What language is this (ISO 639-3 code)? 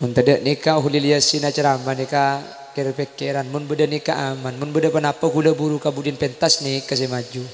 mad